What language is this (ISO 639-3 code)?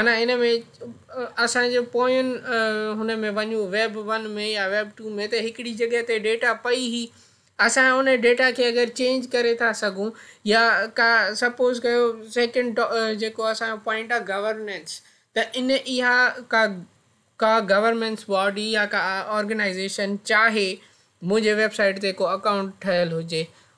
snd